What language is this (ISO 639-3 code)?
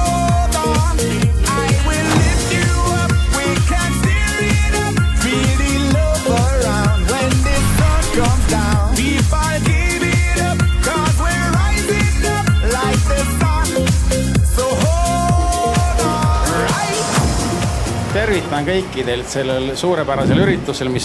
est